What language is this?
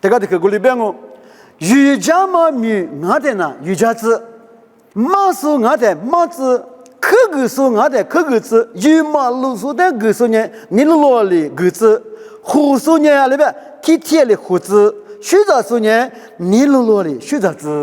Lisu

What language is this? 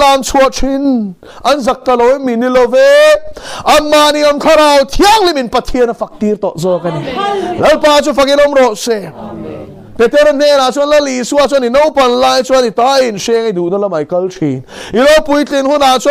Mizo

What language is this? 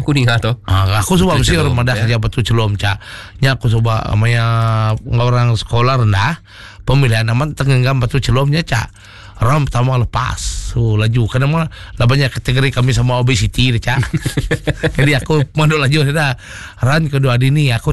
Iban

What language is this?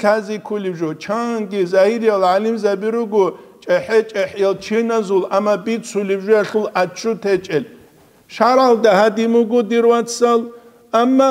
Avaric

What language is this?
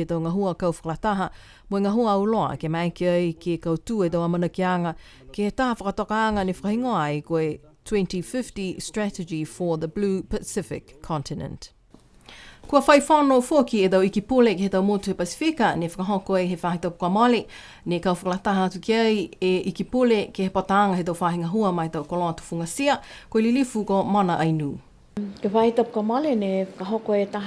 Niuean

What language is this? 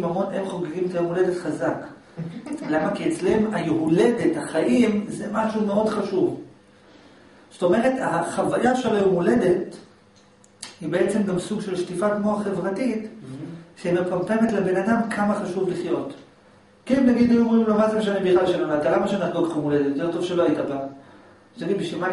Hebrew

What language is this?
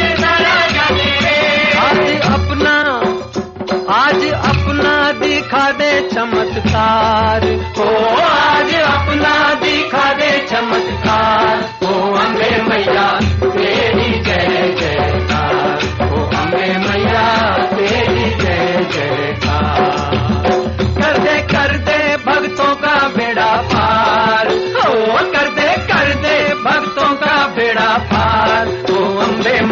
Hindi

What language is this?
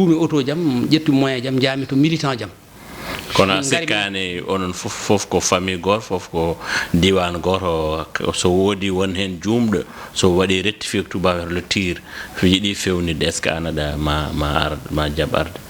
Fula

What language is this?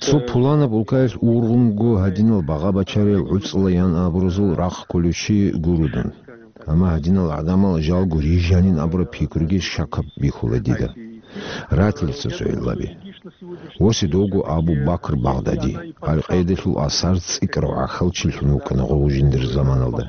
Avaric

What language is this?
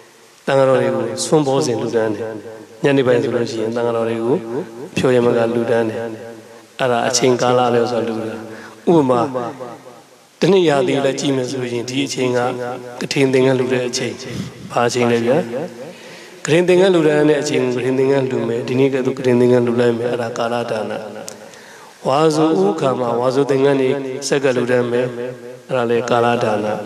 Burmese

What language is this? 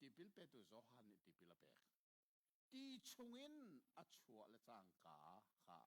Hakha Chin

